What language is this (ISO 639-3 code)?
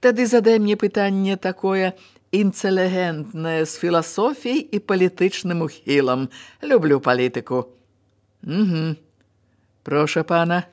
bel